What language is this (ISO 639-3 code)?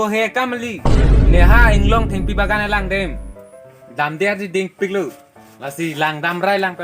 mjw